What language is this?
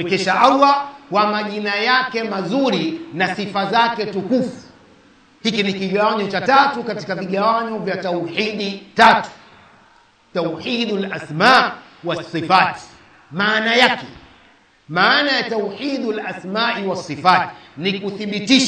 Swahili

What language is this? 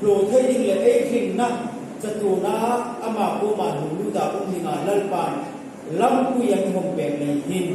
Hmar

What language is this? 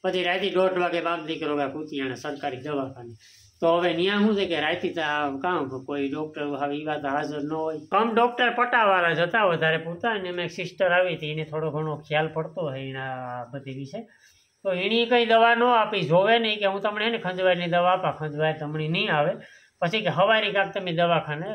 Gujarati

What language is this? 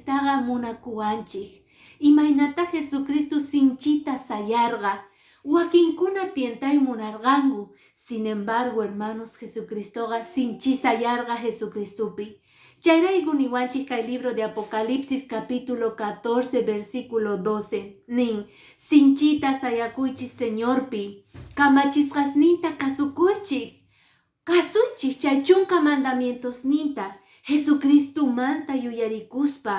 Quechua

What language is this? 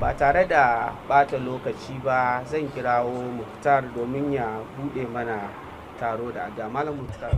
Hausa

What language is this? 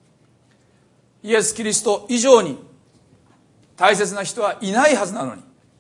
Japanese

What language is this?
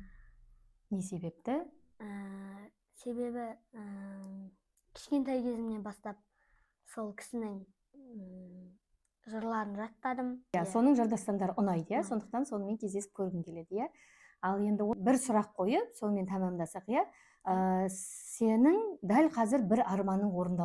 Kazakh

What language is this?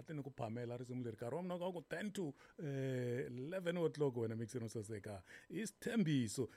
Tsonga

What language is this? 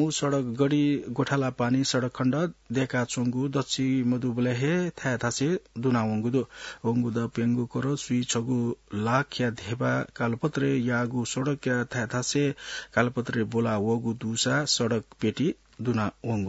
Newari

